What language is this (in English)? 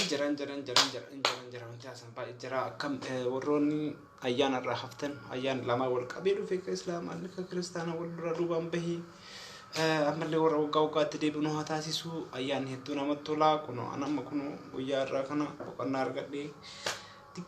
Oromo